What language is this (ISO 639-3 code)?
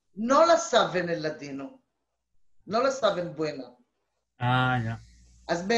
lad